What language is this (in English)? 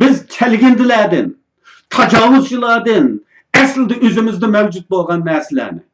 Uyghur